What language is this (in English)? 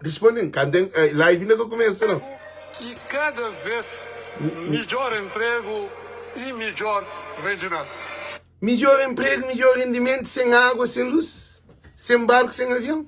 Kabuverdianu